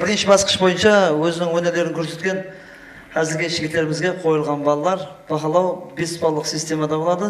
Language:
Kara-Kalpak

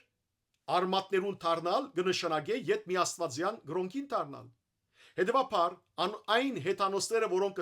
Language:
Western Armenian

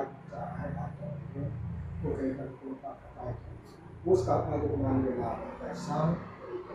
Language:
Kok Borok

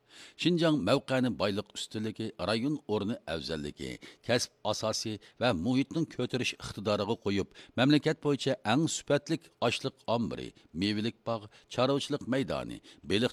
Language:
Uyghur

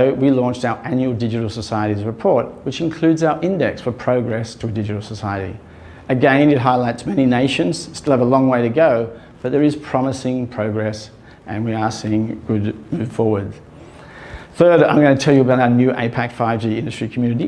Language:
English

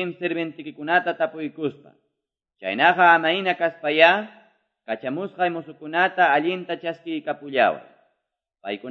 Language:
Quechua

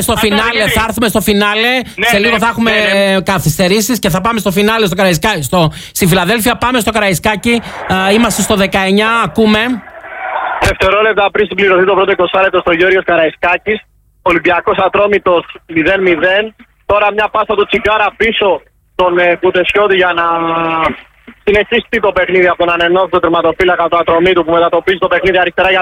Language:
Greek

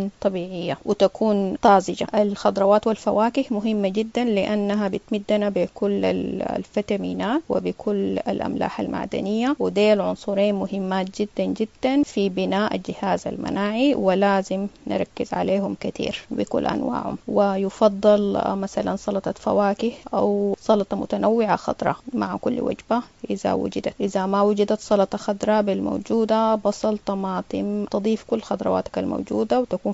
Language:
Sudanese Arabic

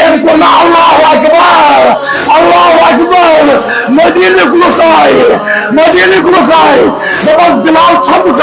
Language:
Kashmiri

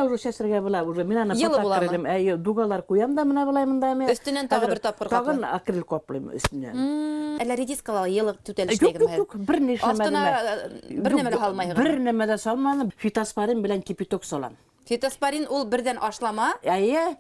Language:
Bashkir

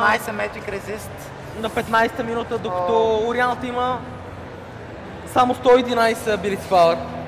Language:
Bulgarian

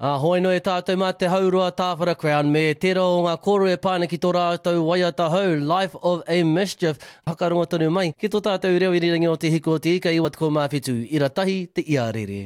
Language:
Māori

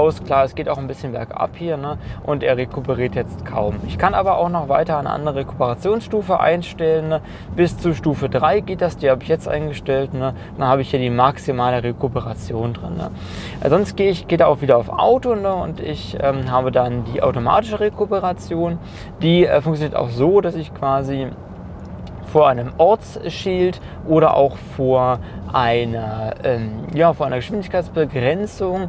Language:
German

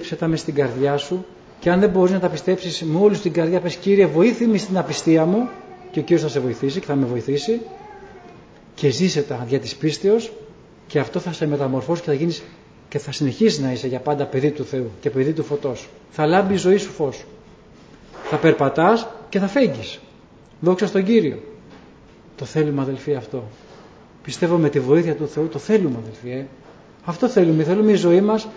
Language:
Greek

